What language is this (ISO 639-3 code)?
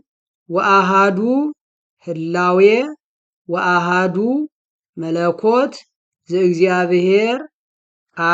amh